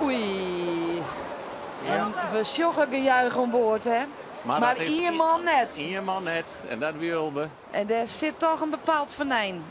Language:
Western Frisian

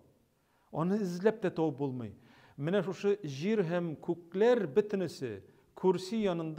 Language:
Tatar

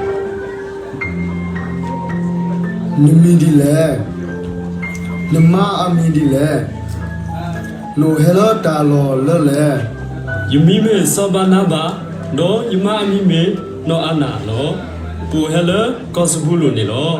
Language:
S'gaw Karen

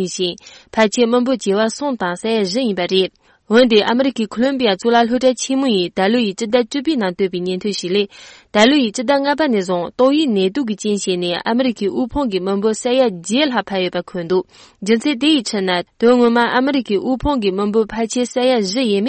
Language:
Tibetan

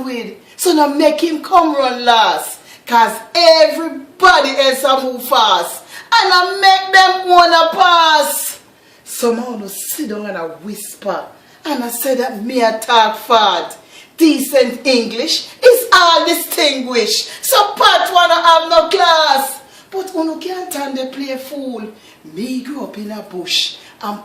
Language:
Jamaican Creole English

